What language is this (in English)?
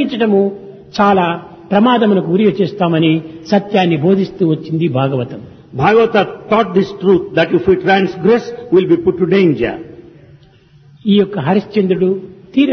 Telugu